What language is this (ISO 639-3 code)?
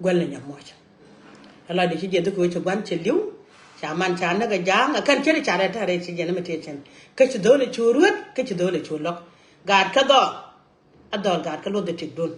nus